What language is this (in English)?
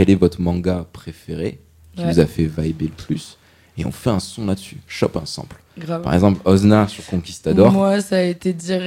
French